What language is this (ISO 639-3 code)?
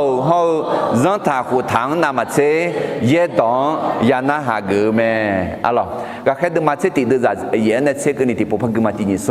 ahk